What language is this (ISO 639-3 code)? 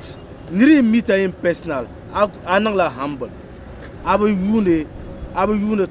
dag